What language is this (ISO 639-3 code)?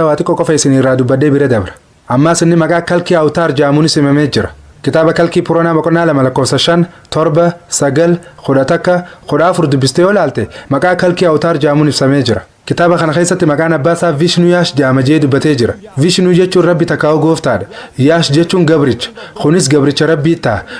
orm